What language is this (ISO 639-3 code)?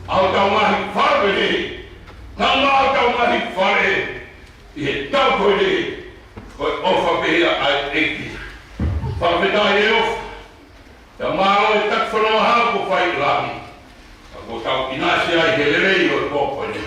ton